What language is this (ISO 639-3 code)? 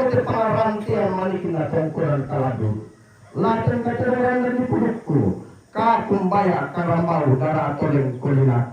sda